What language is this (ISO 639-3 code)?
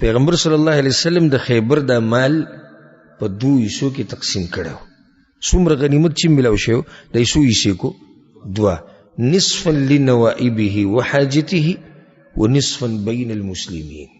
pus